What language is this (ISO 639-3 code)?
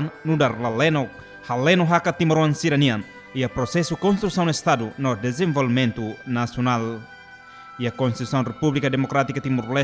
tet